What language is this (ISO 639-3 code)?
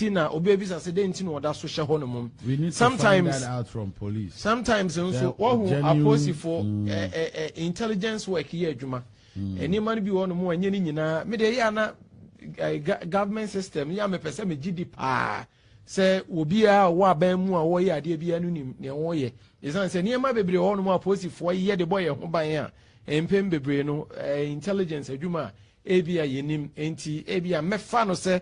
aka